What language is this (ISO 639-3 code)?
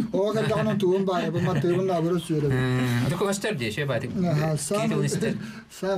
sah